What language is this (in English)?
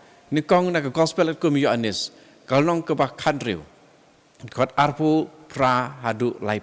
Khasi